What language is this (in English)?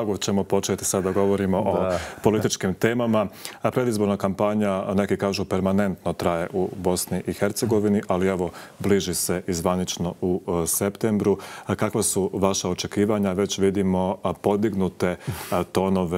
Bosnian